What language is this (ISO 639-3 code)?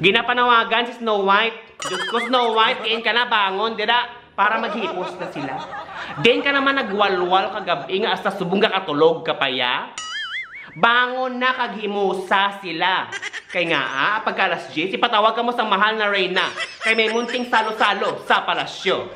hil